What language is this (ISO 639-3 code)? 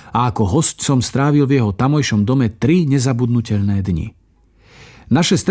slk